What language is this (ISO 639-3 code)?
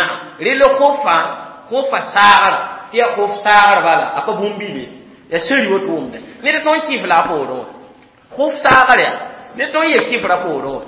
mos